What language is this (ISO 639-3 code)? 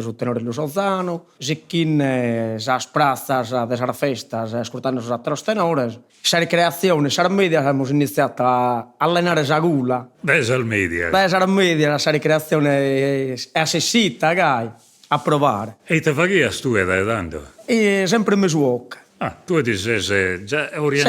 srd